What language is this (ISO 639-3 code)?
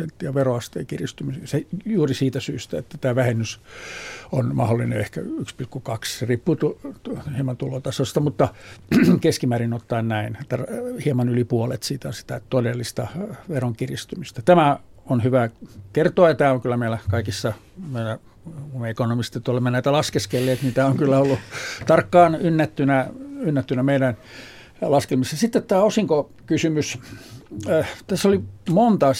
fin